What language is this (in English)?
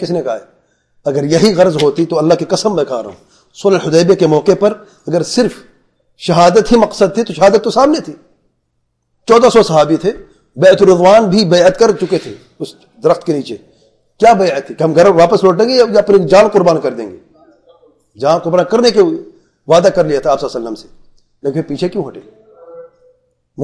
Urdu